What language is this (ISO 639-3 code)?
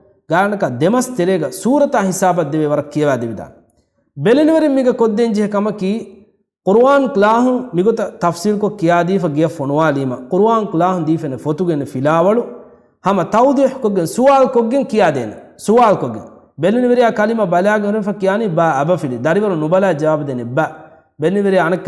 div